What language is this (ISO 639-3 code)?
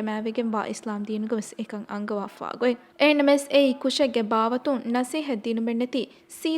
div